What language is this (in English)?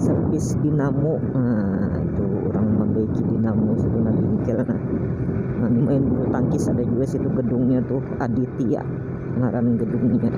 Banjar